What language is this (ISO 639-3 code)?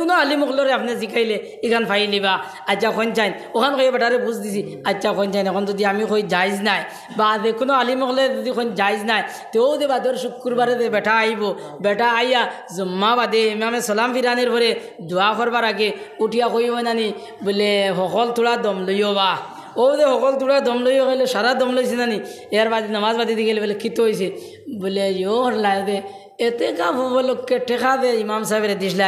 syl